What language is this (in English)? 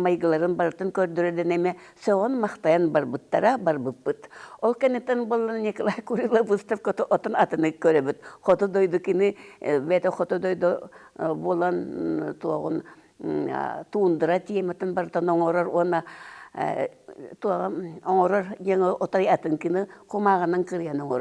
Yakut